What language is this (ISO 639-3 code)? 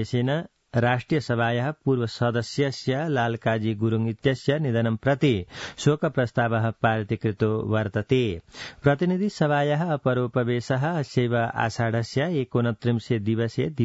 san